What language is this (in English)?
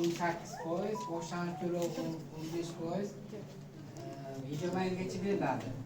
Uzbek